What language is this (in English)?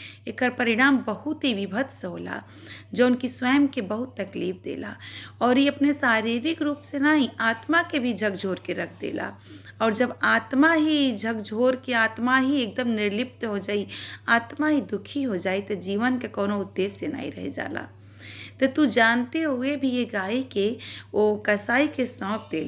Bhojpuri